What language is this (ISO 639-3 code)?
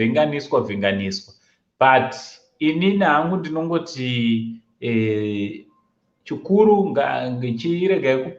sna